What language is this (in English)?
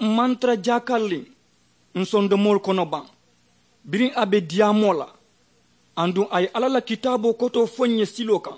Mandingo